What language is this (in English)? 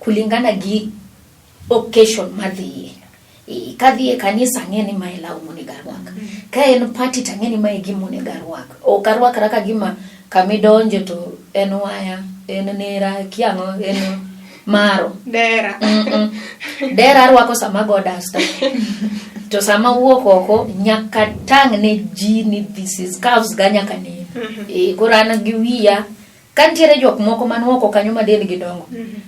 Luo (Kenya and Tanzania)